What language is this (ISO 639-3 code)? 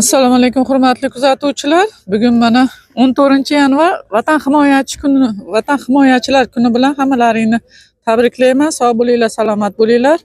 uzb